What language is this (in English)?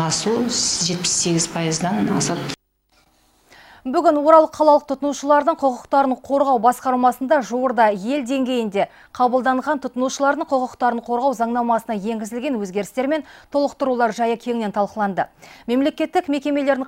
Kazakh